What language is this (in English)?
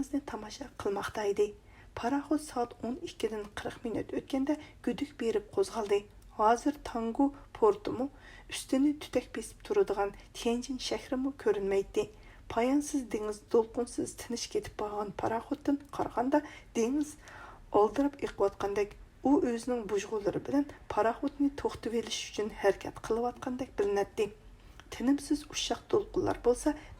Uyghur